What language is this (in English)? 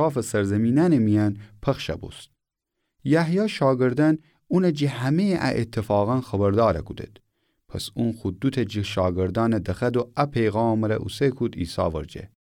Gilaki